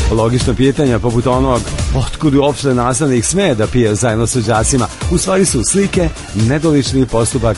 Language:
Serbian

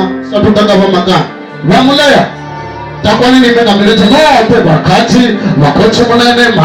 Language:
Venda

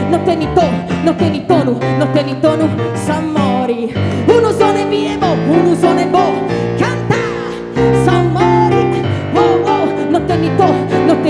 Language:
Sardinian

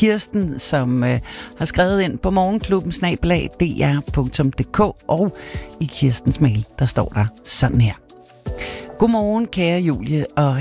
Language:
Danish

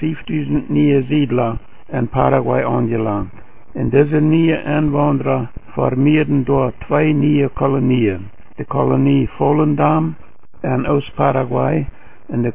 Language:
Plautdietsch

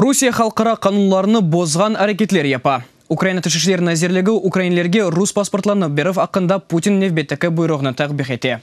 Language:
Crimean Tatar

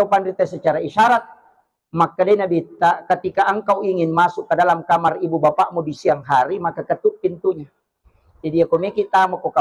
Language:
Buginese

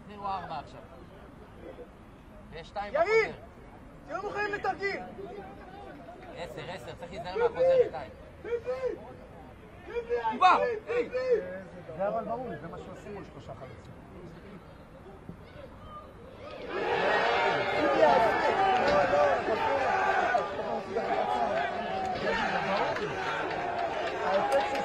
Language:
Hebrew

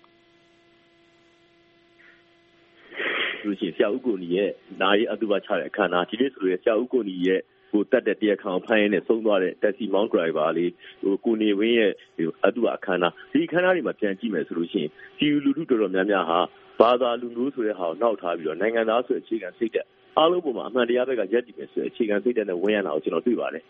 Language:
Burmese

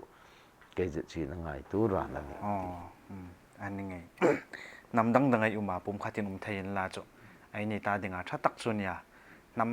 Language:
Hmar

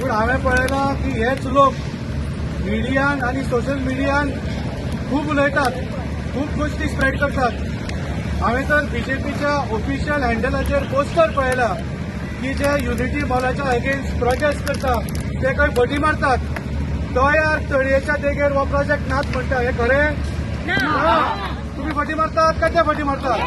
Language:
Konkani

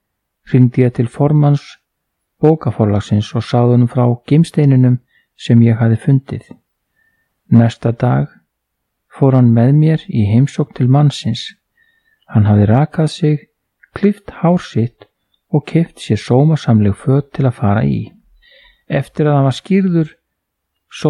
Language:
Icelandic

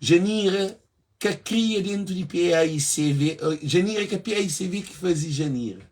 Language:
Kabuverdianu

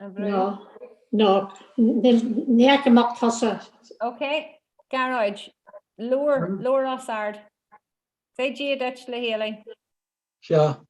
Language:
Irish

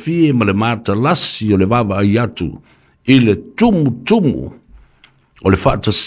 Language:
Samoan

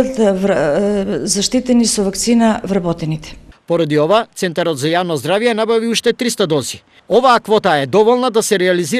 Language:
Macedonian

